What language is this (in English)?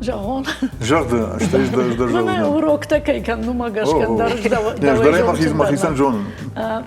Ossetic